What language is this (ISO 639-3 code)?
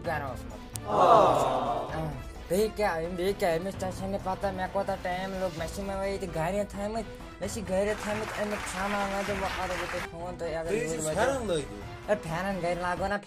kas